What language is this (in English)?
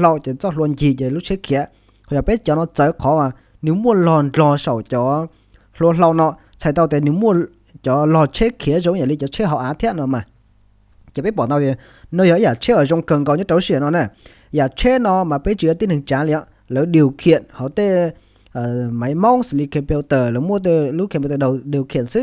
Hmong